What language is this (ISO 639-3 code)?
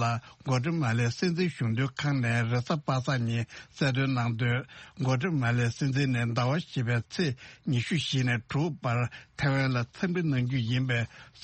bod